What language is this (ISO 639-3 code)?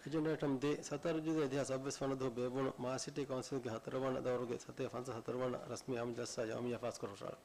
div